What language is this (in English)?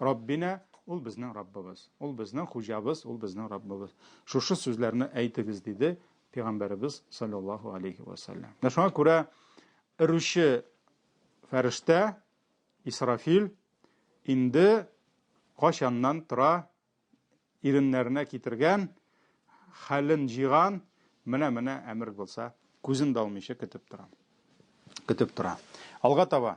Tatar